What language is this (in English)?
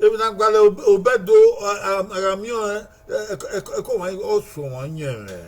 Bini